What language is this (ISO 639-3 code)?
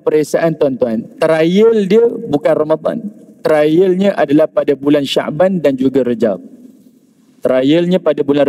msa